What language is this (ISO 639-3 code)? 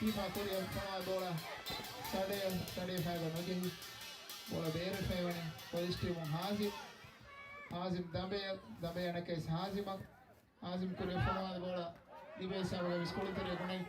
div